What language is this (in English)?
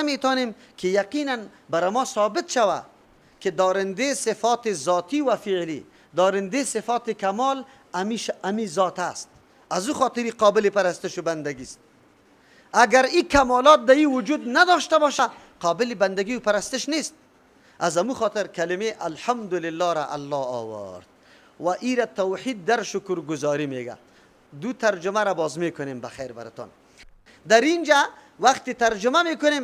Persian